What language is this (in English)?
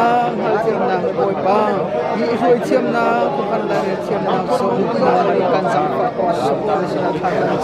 Hakha Chin